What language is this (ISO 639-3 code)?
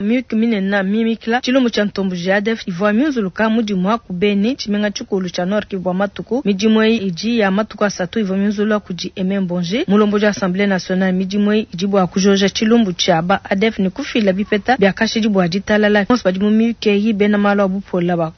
lua